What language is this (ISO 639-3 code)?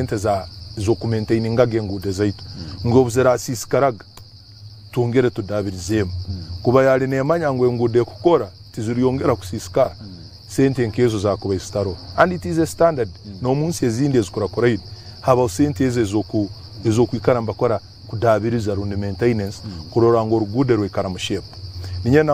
nyn